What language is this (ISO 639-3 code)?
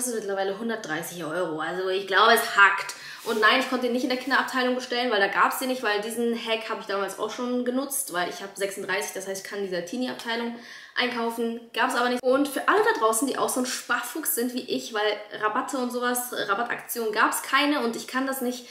deu